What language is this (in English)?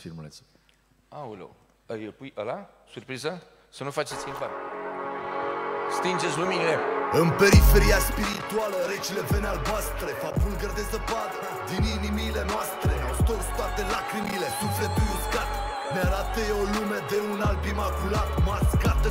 Romanian